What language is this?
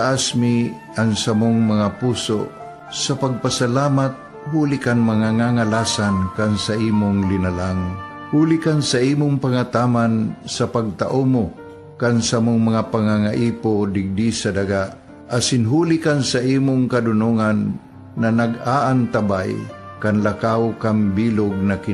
Bikol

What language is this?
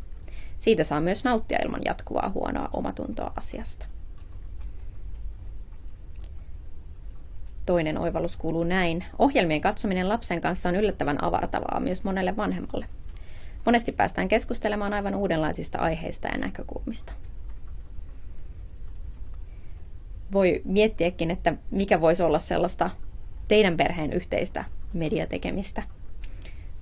Finnish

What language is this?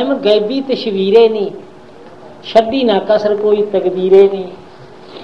Punjabi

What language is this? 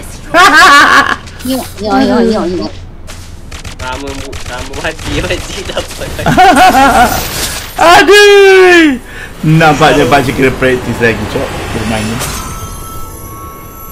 Malay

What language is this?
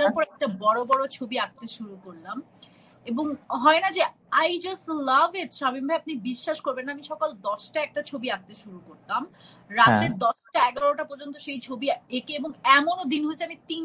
Bangla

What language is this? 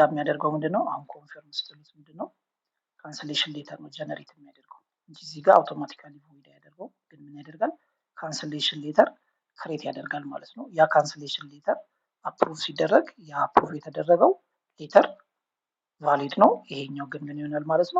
Amharic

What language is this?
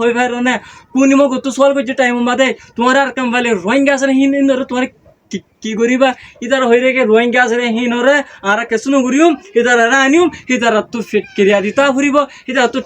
Rohingya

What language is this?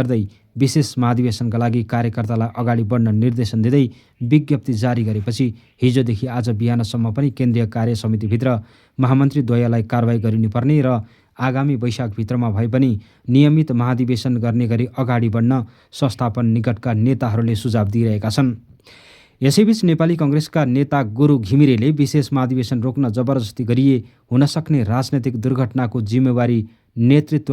Nepali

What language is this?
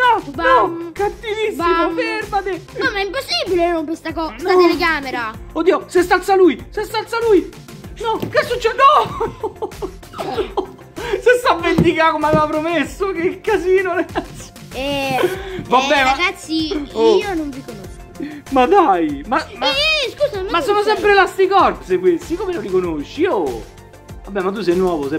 Italian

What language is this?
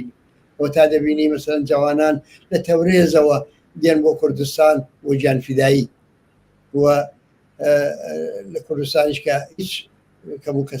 Central Kurdish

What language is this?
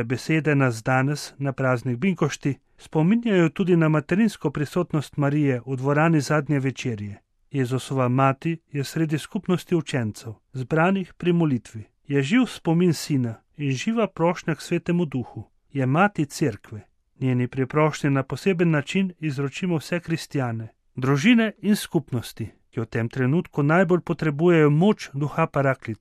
Slovenian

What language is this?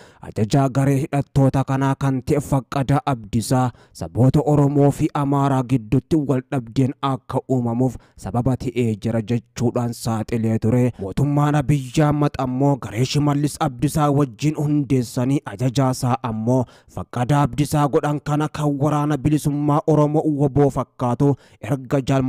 Oromo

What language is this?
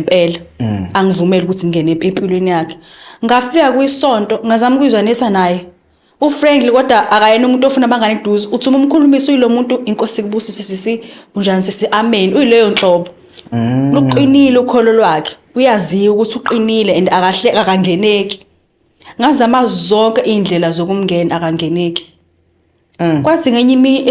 Zulu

